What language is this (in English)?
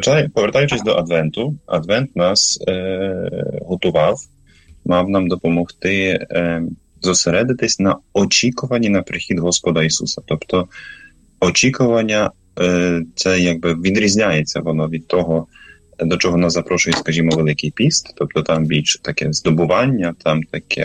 Ukrainian